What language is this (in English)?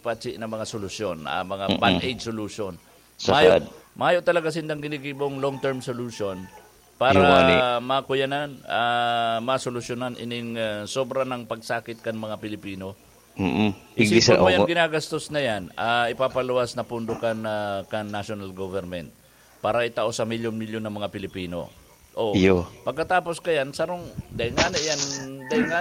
Bikol